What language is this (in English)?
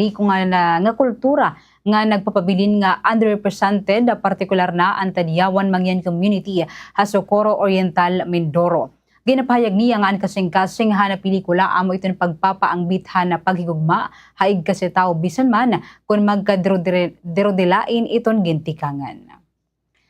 Waray